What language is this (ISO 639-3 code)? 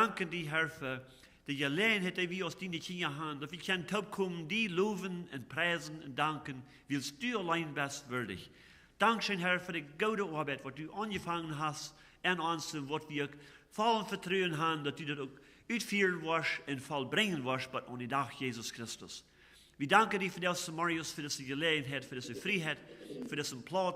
pdt